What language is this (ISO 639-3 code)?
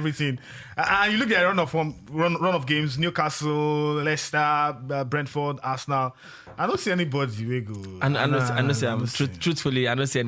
pcm